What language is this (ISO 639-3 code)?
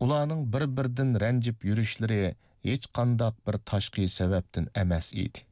uig